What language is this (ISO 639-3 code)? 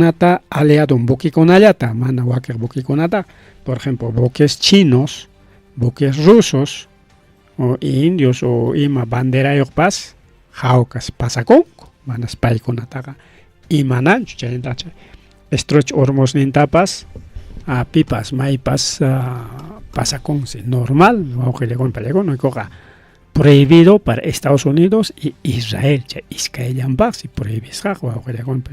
quy